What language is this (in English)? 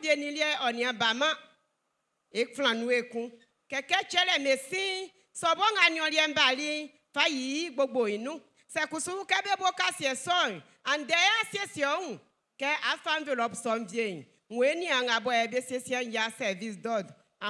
Baoulé